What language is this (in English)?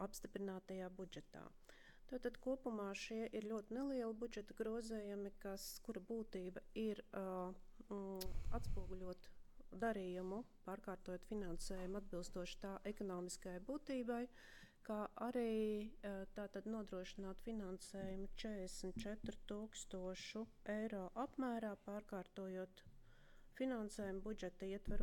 Latvian